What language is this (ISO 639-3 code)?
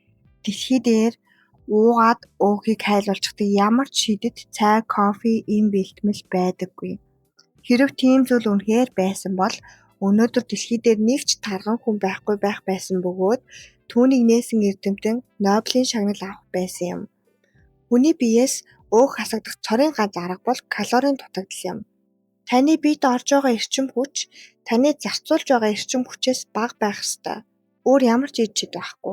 mon